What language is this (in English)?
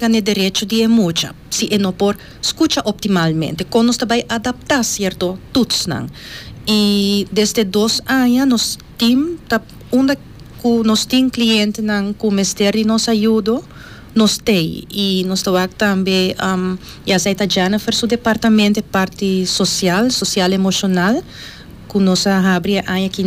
Papiamento